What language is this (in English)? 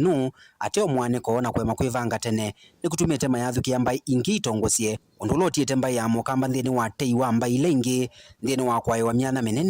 Kamba